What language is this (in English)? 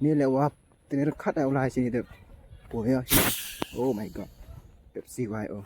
Khasi